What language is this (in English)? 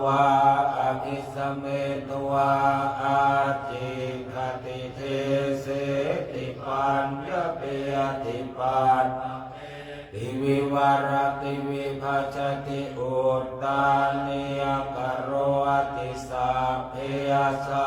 Pali